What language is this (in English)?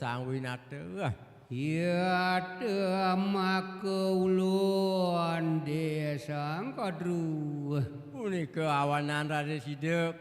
Balinese